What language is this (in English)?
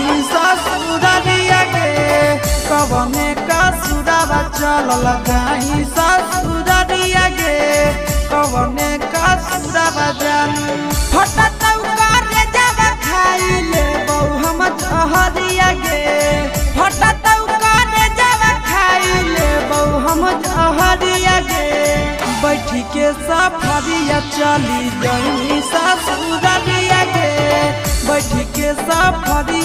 Bhojpuri